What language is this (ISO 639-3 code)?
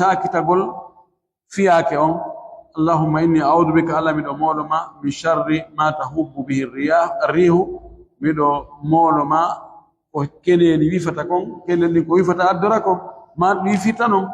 fuf